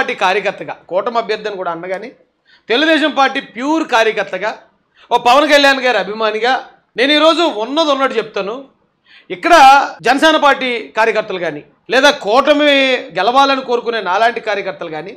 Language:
Telugu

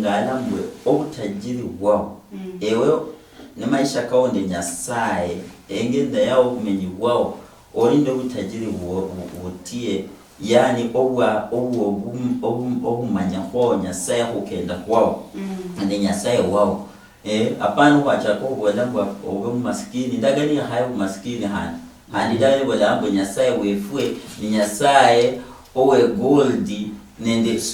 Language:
Luyia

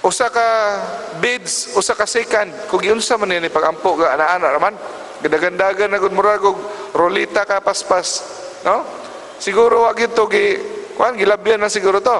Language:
Cebuano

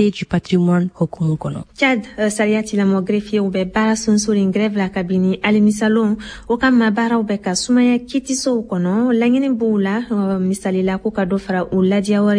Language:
Bambara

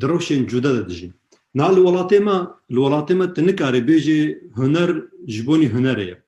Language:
Kurdish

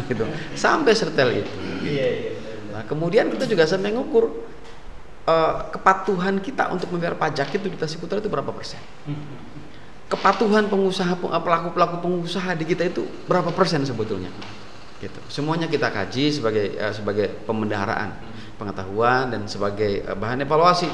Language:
Indonesian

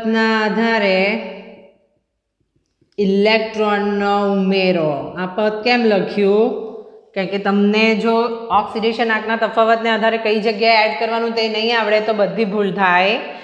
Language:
Gujarati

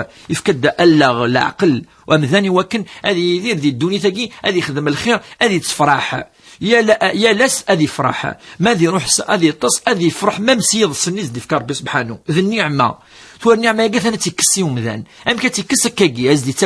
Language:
Kabyle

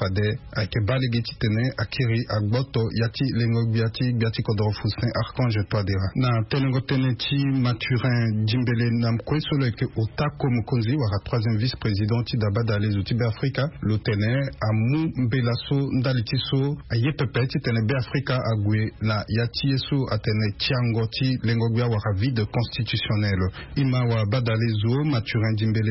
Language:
Sango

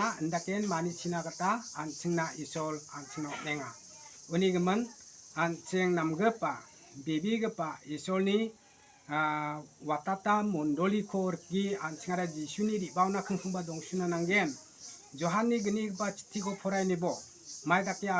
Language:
Garo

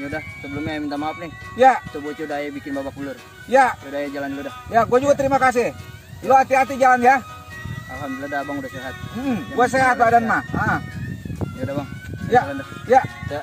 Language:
Betawi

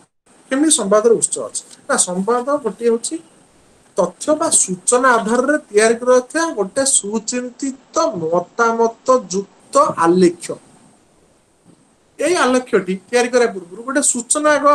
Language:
Odia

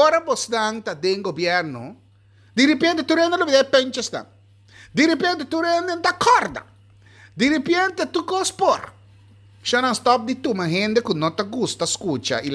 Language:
Papiamento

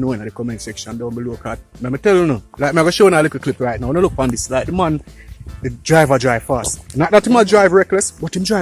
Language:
Jamaican Creole English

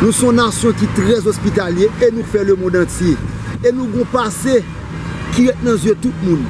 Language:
Haitian Creole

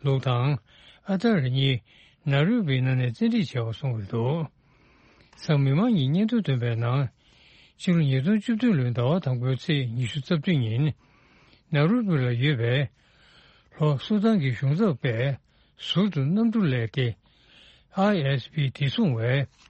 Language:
Tibetan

